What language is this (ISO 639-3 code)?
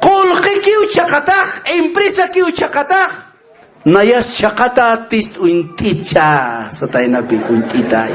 aym